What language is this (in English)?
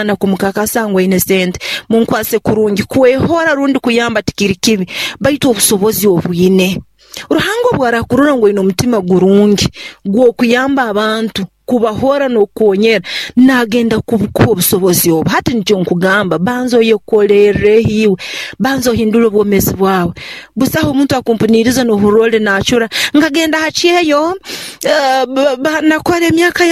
Nyoro